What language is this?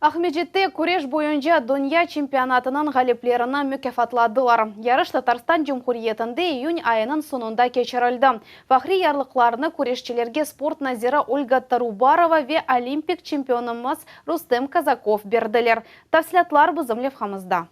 Crimean Tatar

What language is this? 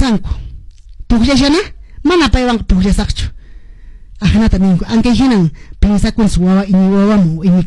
Quechua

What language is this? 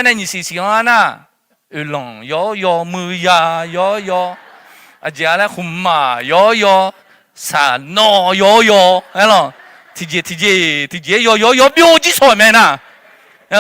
Akha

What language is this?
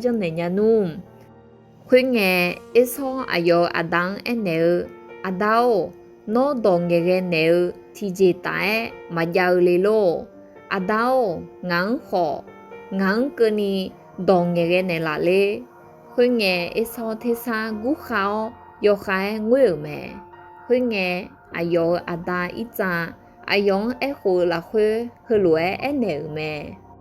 Akha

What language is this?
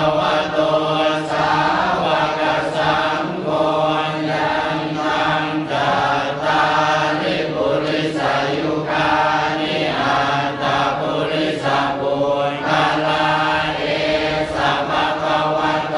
Pali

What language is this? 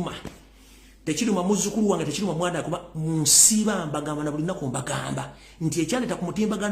Ganda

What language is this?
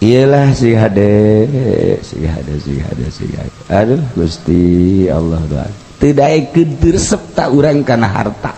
Sundanese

